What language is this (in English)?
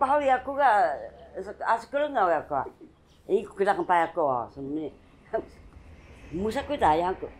Taroko